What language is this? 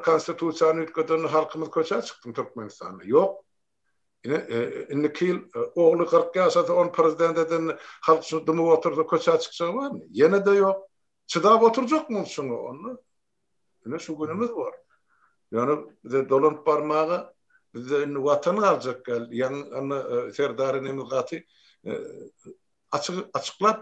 Turkmen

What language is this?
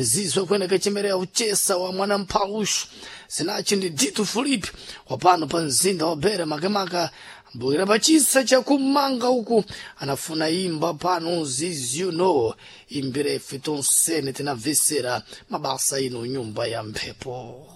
Sena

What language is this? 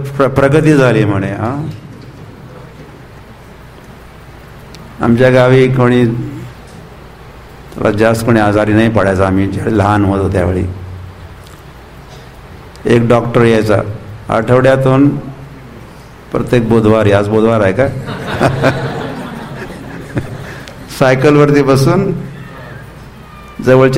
Marathi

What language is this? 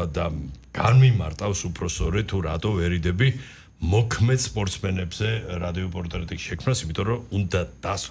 Georgian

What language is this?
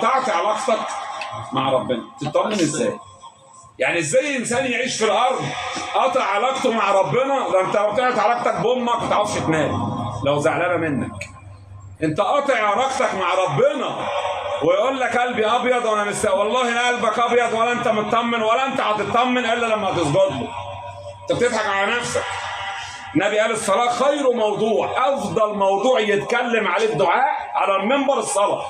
Egyptian Arabic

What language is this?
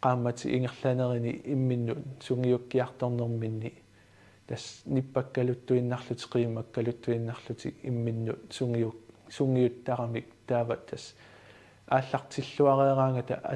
Kalaallisut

